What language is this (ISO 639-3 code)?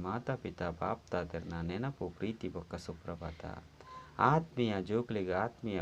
tcy